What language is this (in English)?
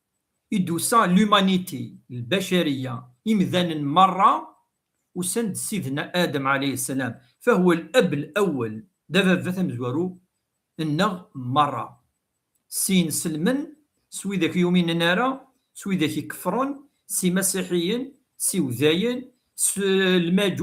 Kabyle